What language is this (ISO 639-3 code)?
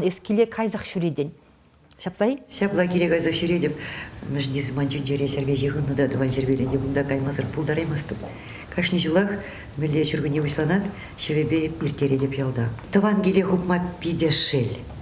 chv